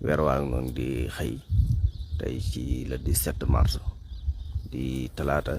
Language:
Wolof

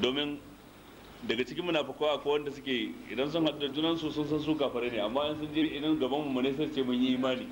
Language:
Hausa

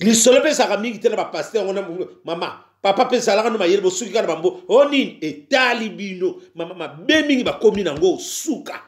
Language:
Lingala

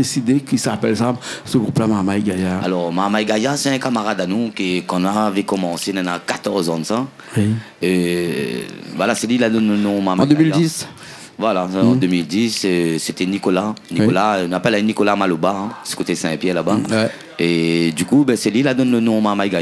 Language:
Réunion Creole French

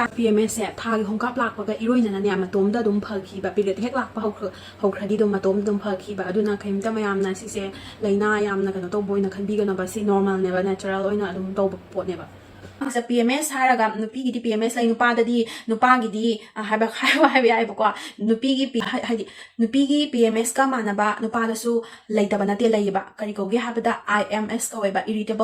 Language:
Manipuri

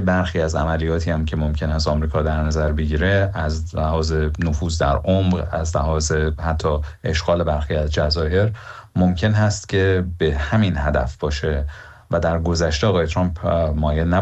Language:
Persian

